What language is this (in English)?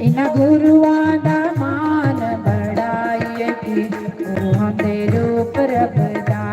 Dogri